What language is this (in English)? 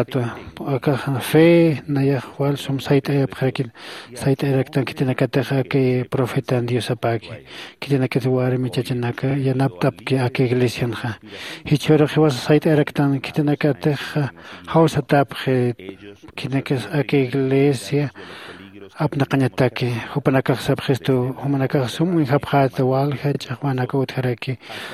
Aymara